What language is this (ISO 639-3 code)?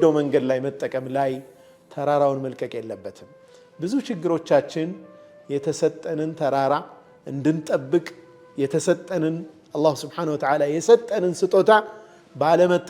amh